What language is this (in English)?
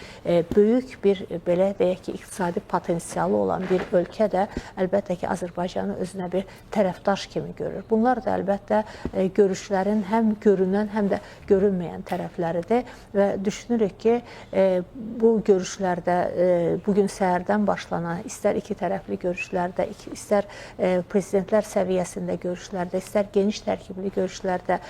Azerbaijani